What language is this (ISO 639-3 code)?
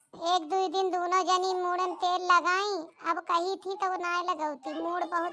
awa